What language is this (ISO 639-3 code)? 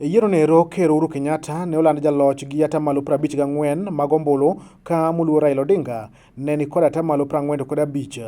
luo